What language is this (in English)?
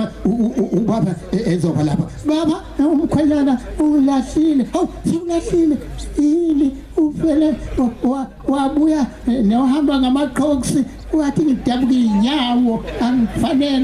Zulu